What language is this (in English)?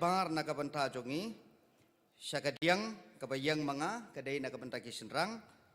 Khasi